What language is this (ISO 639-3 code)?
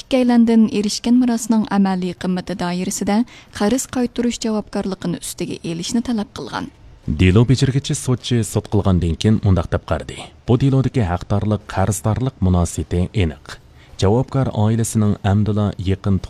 uig